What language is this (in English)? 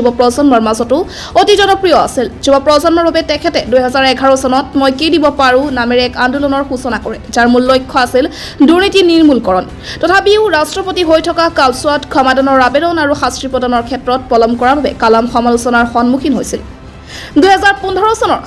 Assamese